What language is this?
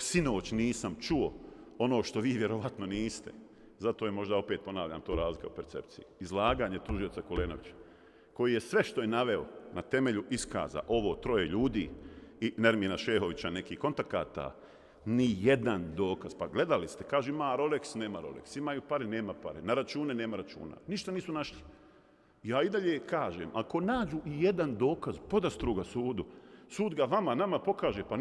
Bosnian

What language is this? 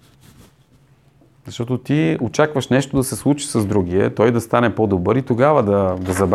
Bulgarian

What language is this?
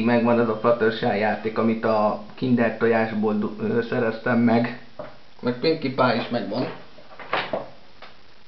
Hungarian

